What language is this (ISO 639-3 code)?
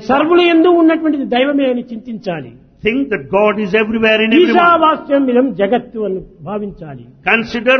tel